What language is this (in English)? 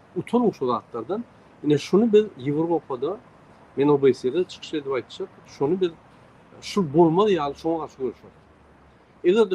Turkmen